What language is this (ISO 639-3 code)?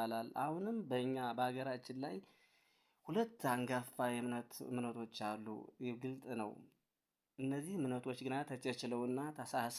amh